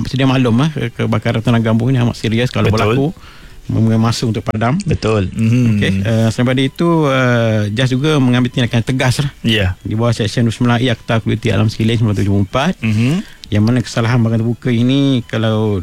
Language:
Malay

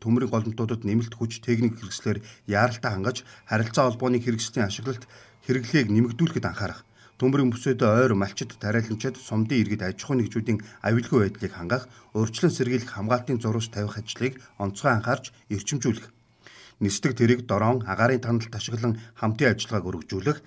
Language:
Mongolian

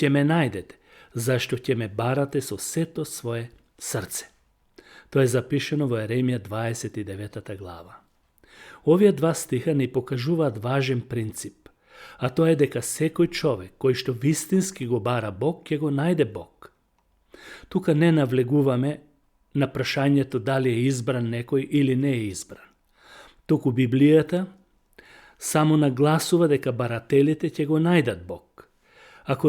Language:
Macedonian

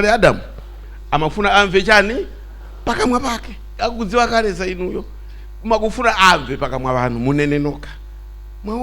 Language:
Nyanja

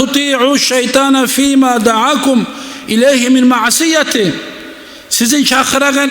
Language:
Kumyk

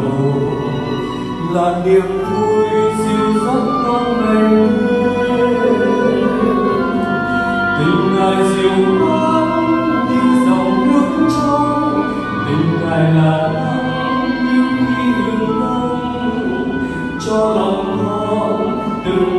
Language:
Vietnamese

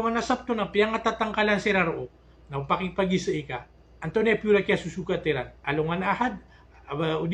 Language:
Maranao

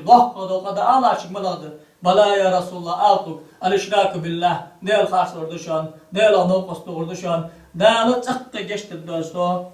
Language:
Ingush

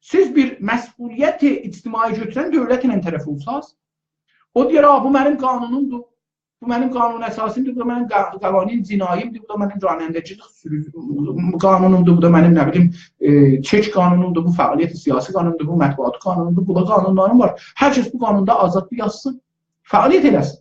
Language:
South Azerbaijani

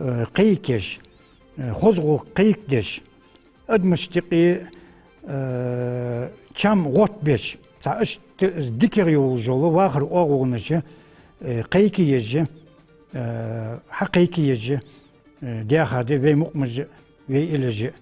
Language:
Ingush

